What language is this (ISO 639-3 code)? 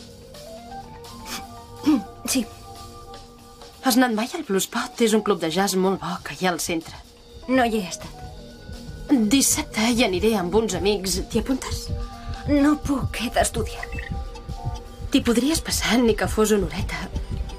cat